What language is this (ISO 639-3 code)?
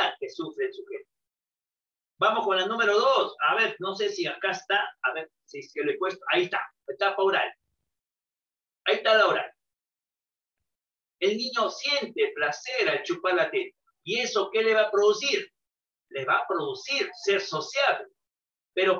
spa